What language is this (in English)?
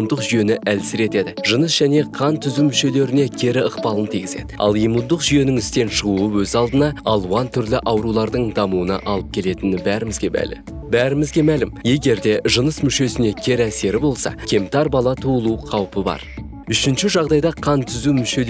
Kazakh